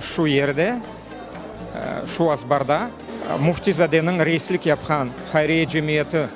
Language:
Crimean Tatar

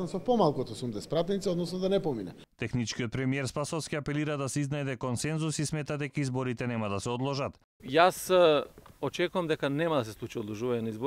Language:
Macedonian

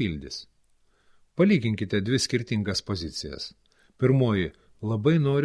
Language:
Lithuanian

